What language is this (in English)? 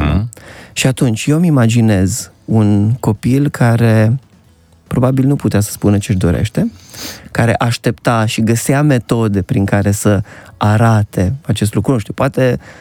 Romanian